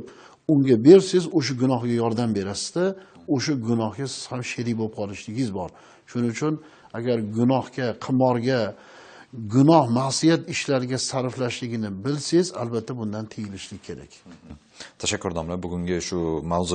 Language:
Uzbek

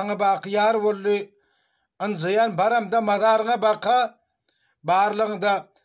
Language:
Turkmen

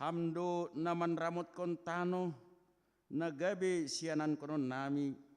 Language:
Batak Simalungun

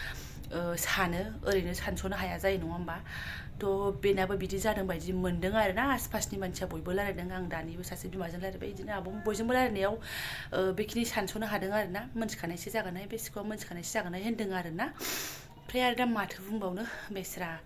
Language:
Bodo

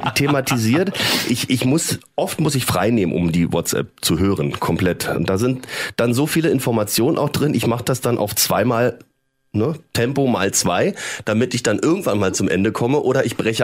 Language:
German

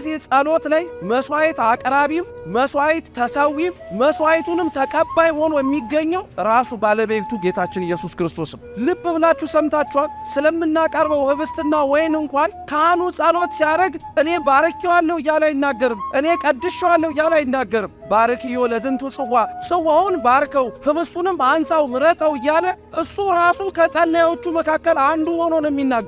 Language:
Amharic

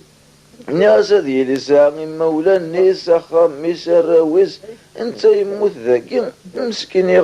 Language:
Kabyle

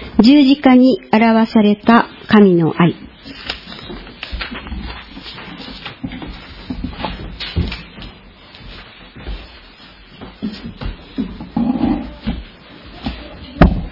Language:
Japanese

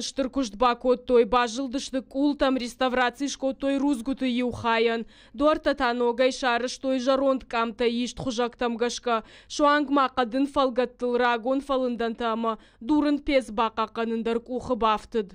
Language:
Ossetic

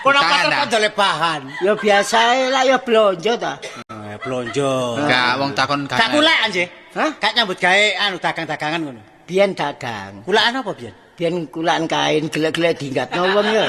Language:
Javanese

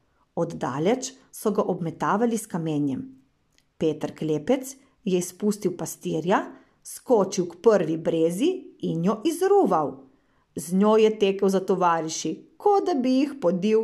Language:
Slovenian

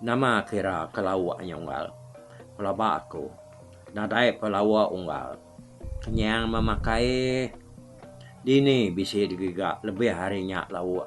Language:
Iban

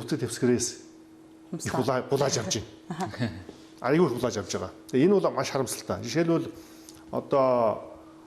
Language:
Mongolian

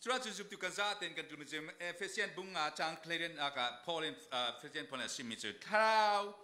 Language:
Falam Chin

